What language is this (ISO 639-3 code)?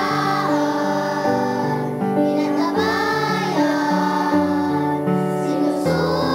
bik